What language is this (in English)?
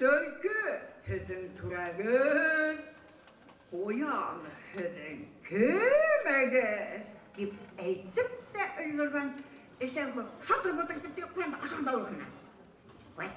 Bashkir